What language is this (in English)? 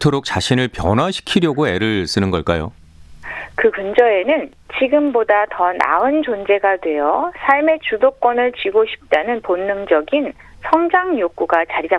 Korean